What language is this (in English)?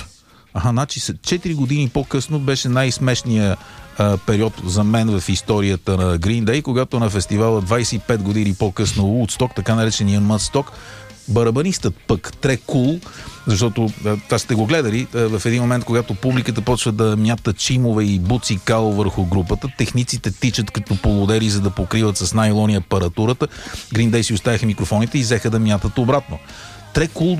Bulgarian